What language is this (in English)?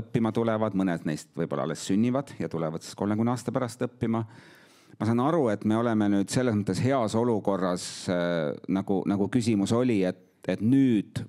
Estonian